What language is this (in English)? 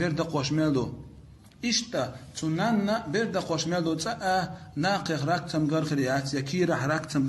Chechen